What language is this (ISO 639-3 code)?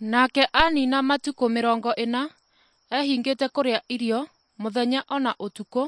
kik